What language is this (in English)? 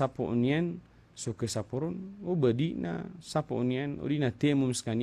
Maranao